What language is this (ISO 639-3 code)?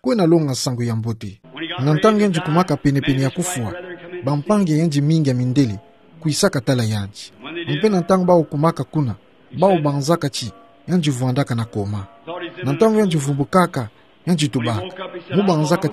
ktu